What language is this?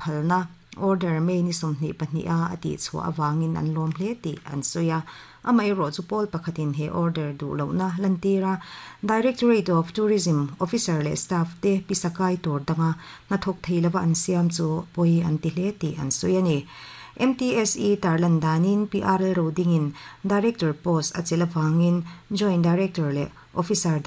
Mizo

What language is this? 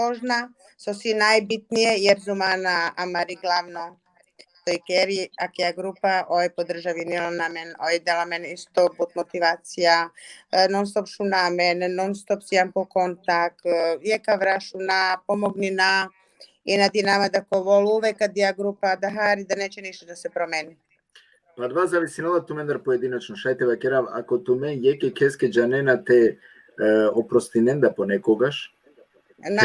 Balkan Romani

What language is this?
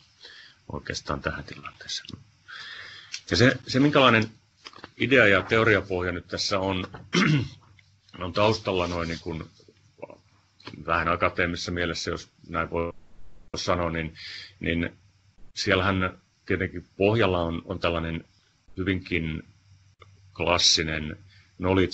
Finnish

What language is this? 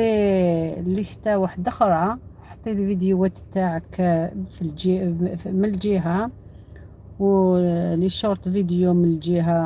Algerian Arabic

